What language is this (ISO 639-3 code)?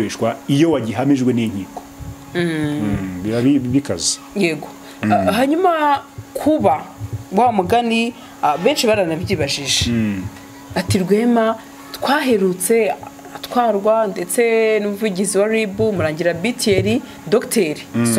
kin